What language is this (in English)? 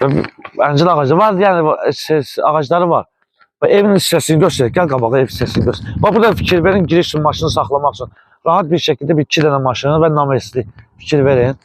Azerbaijani